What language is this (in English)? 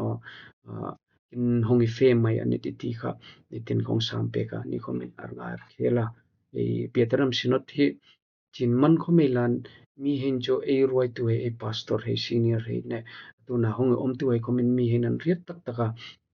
Hmar